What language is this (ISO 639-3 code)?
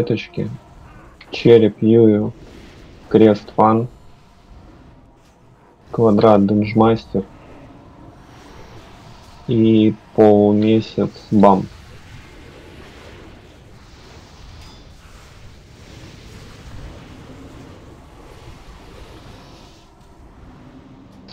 rus